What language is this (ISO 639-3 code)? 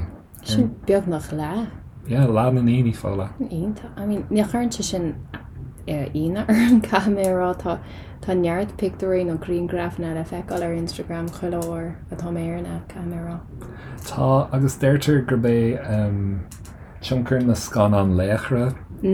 gle